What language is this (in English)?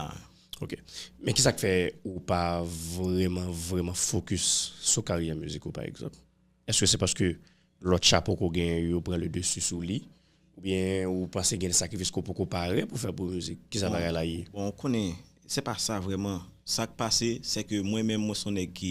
Haitian Creole